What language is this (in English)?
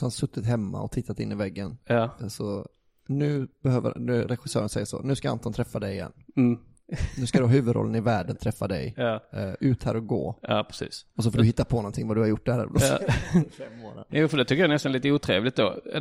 Swedish